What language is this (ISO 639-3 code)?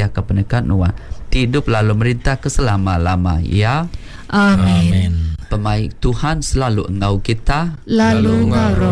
iba